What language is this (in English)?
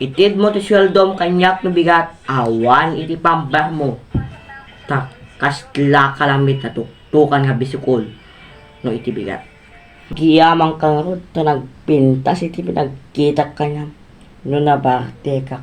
Iloko